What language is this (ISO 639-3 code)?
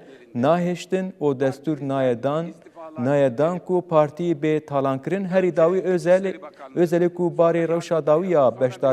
kur